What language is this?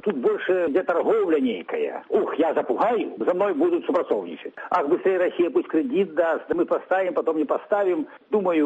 Belarusian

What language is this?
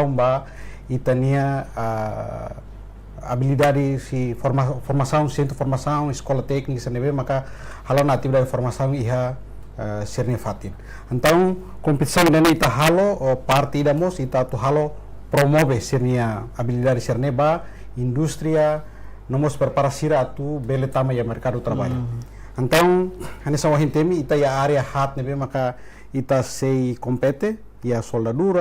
Tetum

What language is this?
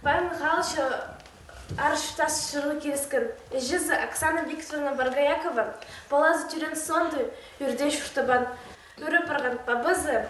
Khakas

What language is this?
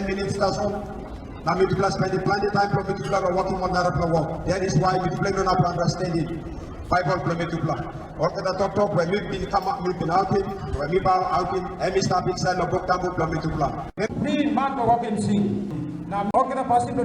Tok Pisin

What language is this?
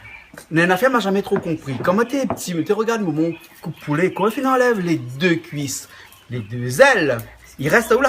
Réunion Creole French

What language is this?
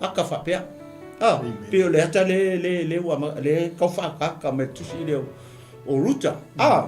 Samoan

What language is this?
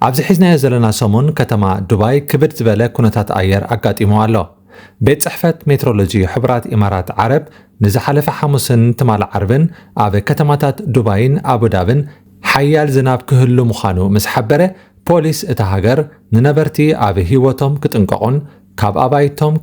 Tigrinya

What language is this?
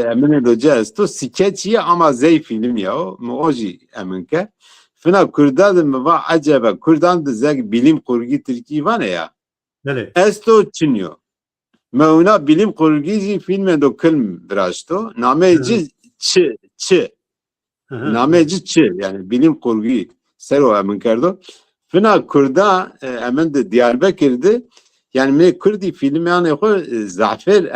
Zaza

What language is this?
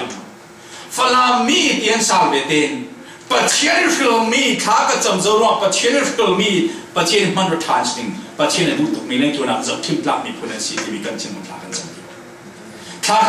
Falam Chin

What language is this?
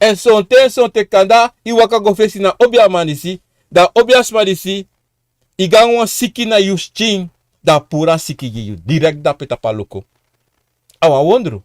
Sranan Tongo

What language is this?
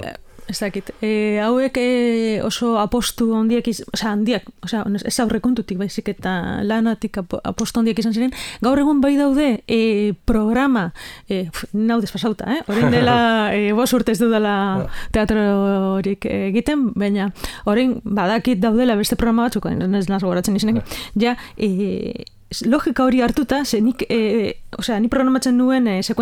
Basque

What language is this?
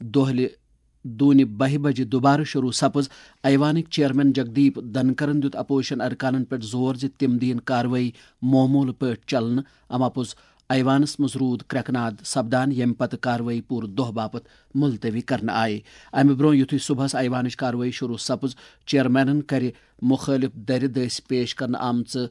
Kashmiri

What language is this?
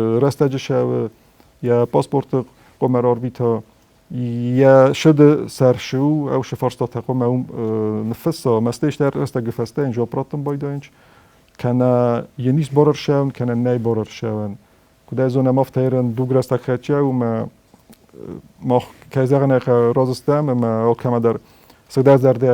Ossetic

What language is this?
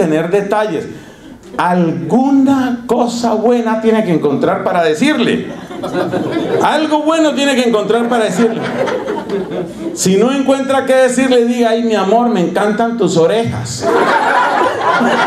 Spanish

